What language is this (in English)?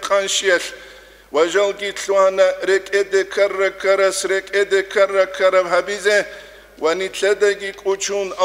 Avaric